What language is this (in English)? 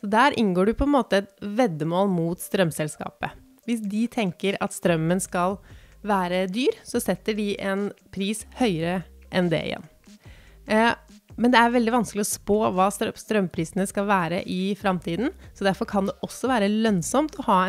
Norwegian